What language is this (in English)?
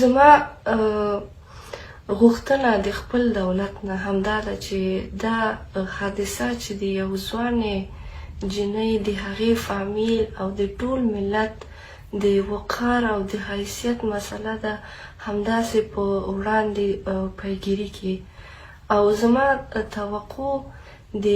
Pashto